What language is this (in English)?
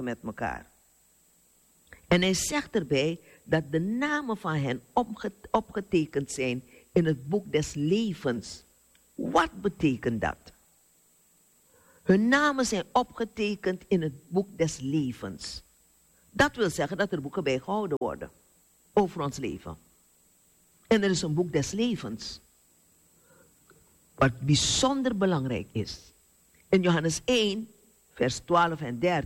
Dutch